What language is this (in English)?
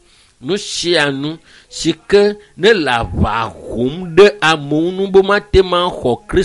Ewe